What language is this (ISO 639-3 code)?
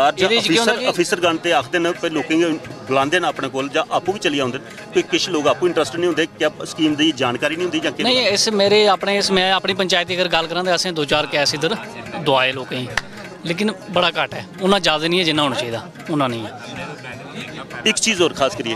doi